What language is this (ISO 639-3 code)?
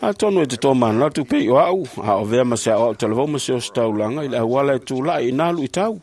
smo